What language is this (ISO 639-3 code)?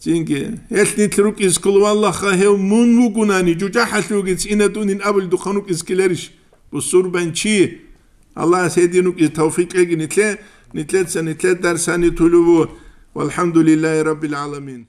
ava